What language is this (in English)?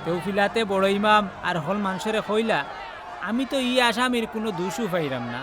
Sylheti